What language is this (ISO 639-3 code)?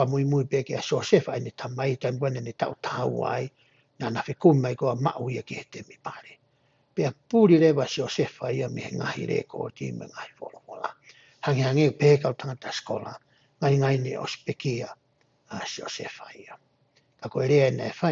ton